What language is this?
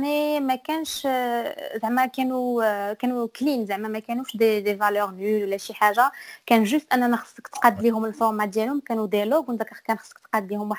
Moroccan Arabic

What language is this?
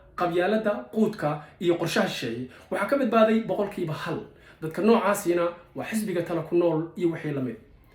Somali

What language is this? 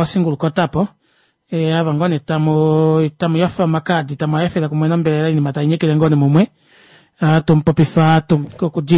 Kuanyama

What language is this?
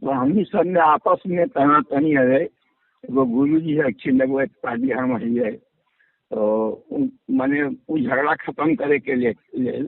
Magahi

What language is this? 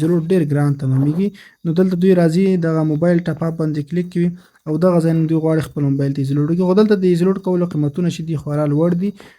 Pashto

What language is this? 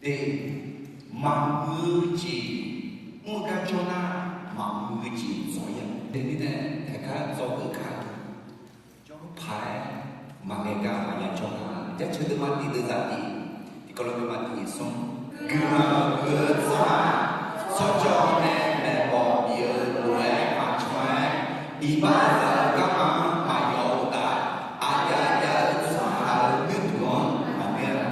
Akha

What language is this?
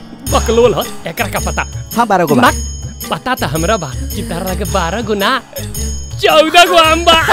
Bhojpuri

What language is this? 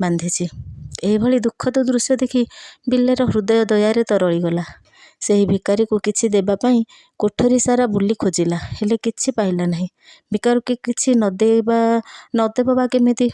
Odia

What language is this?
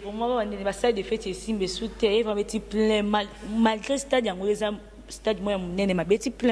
Lingala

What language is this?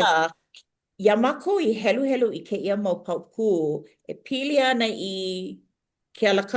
Hawaiian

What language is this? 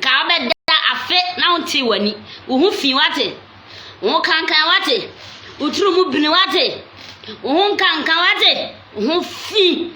Akan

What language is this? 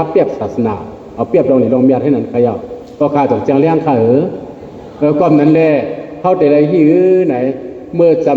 Shan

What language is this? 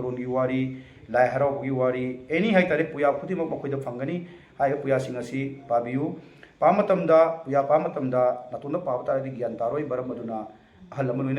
Manipuri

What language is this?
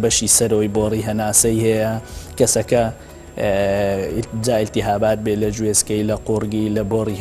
Central Kurdish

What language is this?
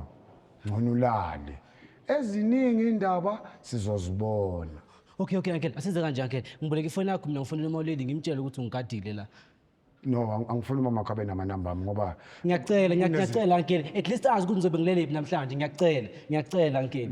Zulu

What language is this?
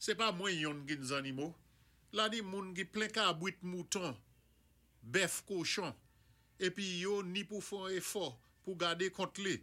Saint Lucian Creole French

